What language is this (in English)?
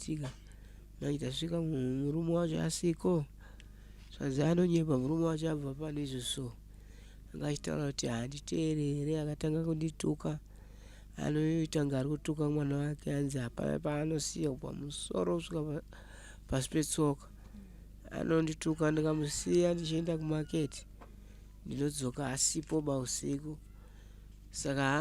Shona